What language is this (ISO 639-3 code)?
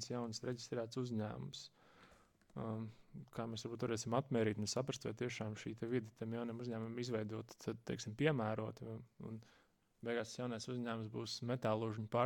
lav